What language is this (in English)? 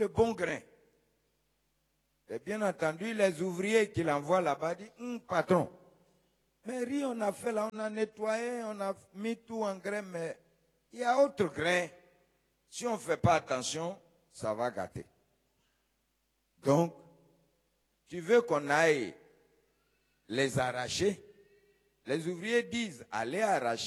French